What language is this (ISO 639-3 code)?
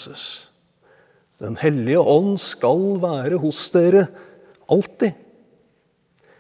nor